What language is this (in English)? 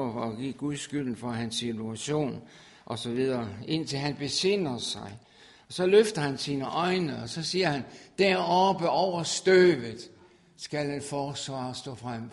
Danish